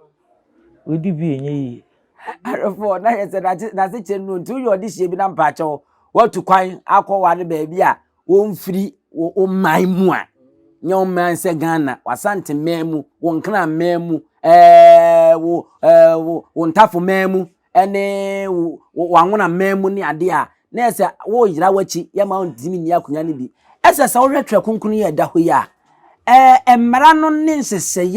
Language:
Akan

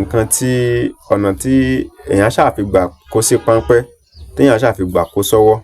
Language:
Yoruba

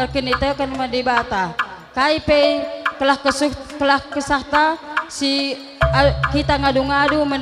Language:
Batak Karo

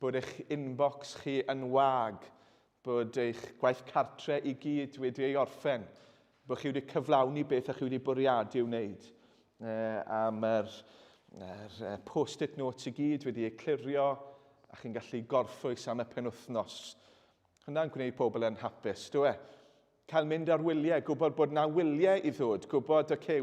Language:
Welsh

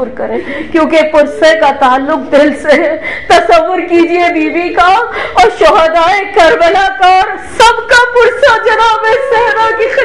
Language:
Urdu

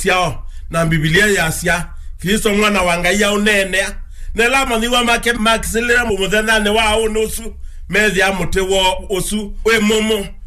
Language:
Kamba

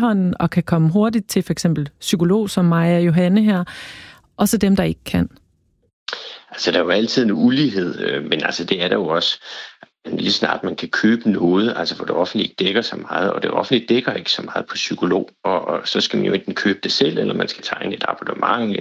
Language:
Danish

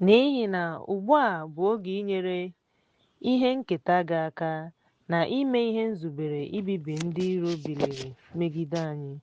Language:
Igbo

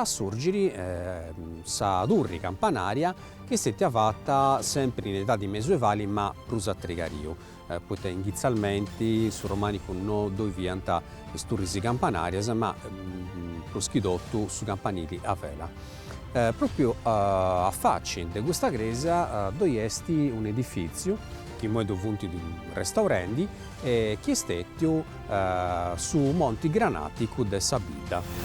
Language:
Sardinian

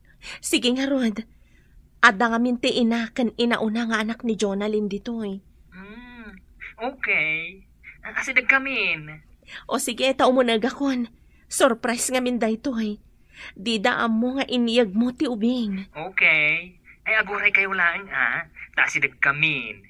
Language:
Iloko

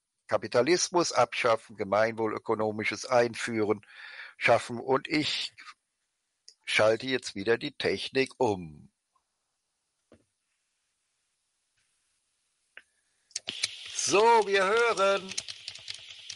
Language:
German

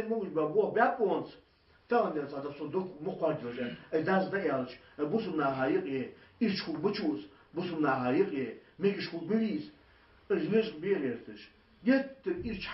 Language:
Ingush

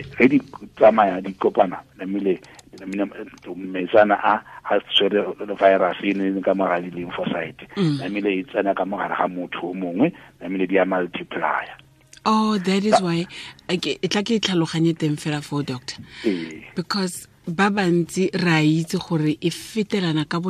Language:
Tswana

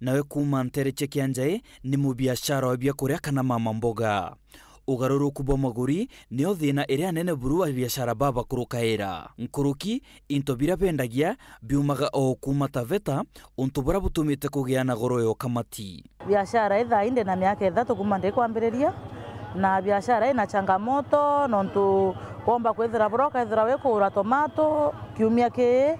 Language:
Meru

